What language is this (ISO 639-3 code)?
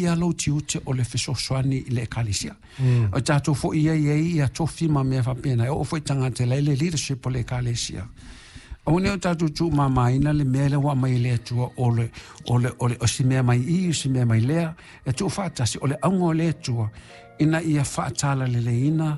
smo